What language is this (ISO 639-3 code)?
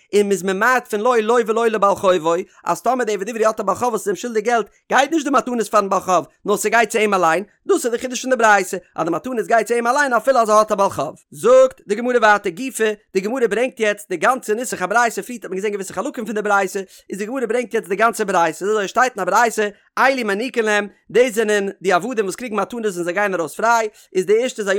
yid